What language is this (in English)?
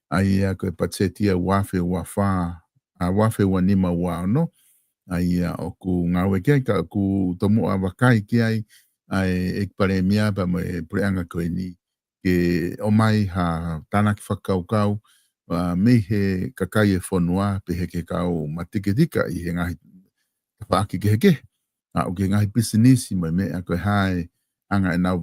Tongan